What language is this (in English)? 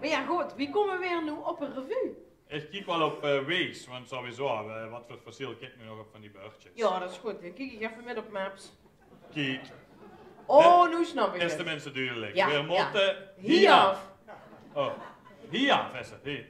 Limburgish